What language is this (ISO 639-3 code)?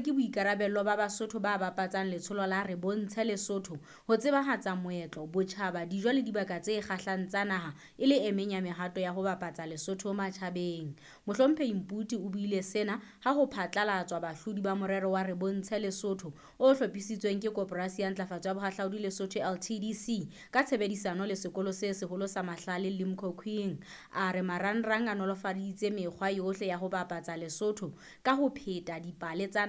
sot